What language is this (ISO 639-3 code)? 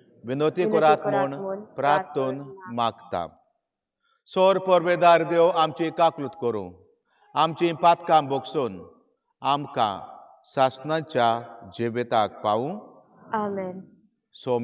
kok